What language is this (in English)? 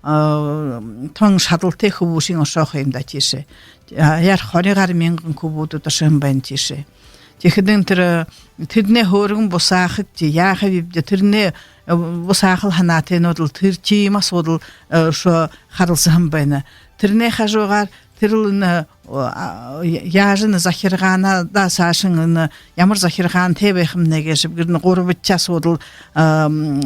Buriat